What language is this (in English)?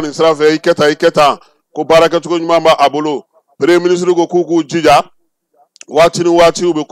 Bambara